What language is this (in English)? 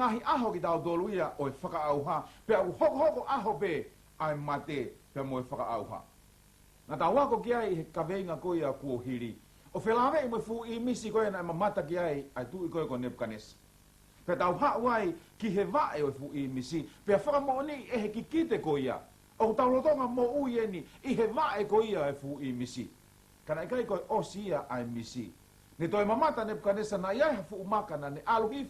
Tongan